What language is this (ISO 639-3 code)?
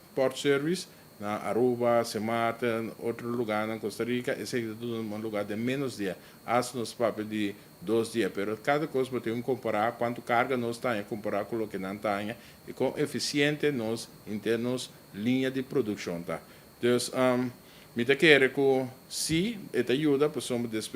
pap